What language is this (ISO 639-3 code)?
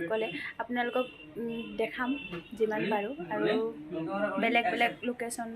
asm